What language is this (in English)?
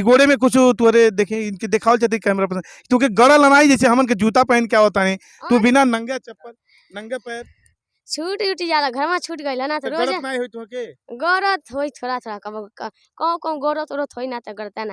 Bhojpuri